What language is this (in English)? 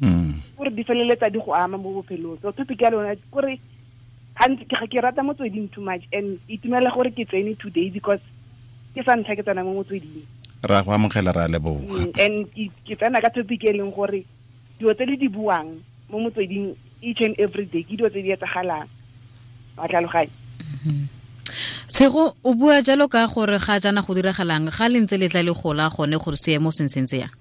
Tswana